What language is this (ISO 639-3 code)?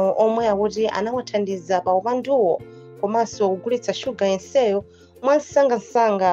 nya